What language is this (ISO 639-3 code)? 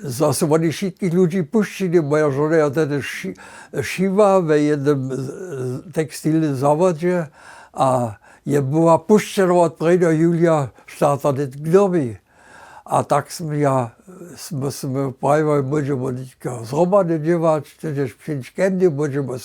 hsb